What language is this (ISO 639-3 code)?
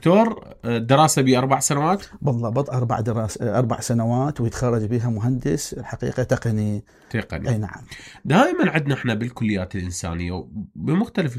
acm